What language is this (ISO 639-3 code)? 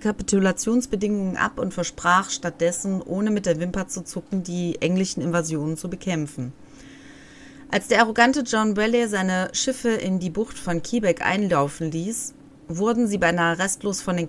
deu